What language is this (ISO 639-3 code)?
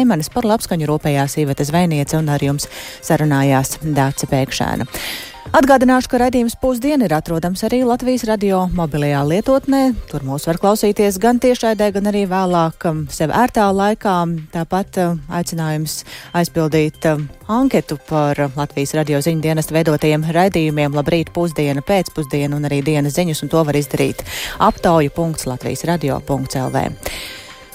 lav